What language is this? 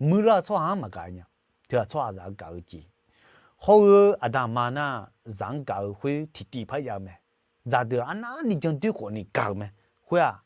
Akha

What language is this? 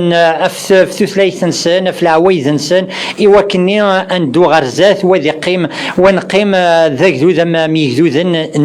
Kabyle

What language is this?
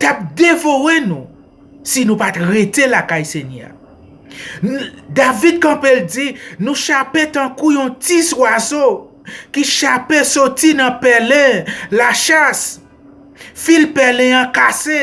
Haitian Creole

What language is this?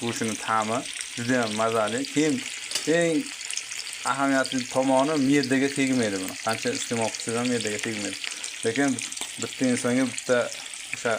Uzbek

